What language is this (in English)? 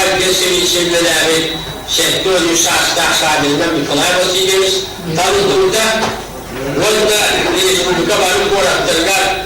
Yakut